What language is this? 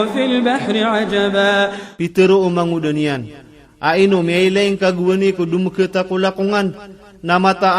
Iranun (Philippines)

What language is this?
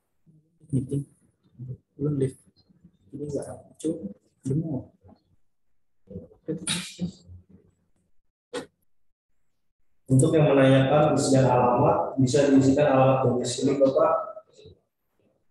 Indonesian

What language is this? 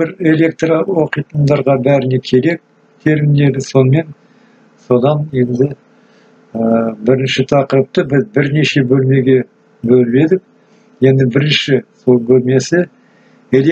Kazakh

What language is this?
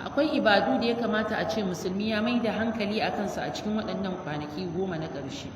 Hausa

